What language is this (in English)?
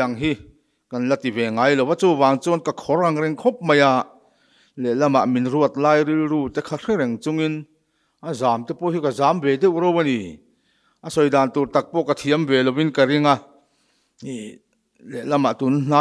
Mizo